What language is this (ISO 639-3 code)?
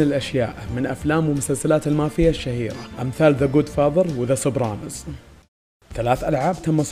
ara